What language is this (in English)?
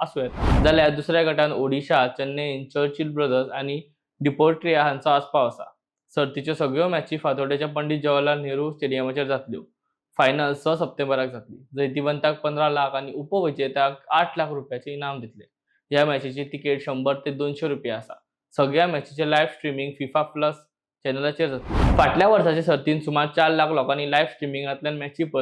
Konkani